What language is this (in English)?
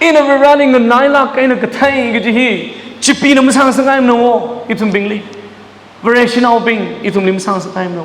Tangkhul Naga (India)